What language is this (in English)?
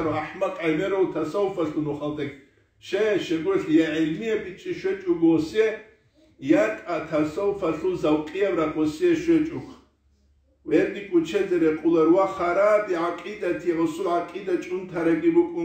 Avaric